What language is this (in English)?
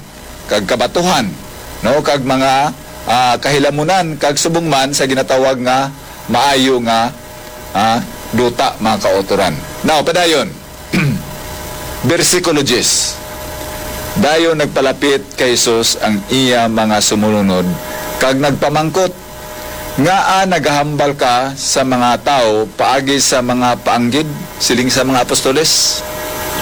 Hiligaynon